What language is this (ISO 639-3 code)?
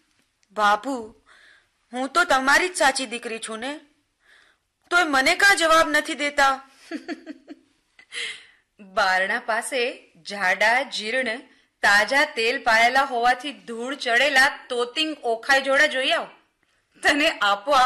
guj